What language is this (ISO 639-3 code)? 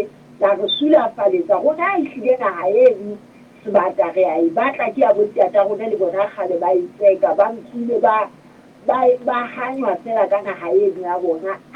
sot